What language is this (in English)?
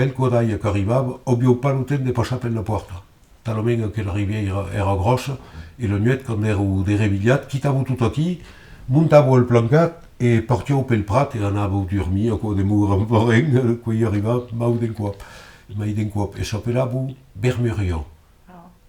Occitan